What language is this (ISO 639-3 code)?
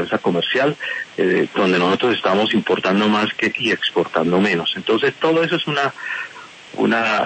spa